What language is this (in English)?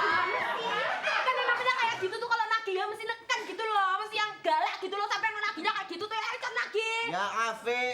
Betawi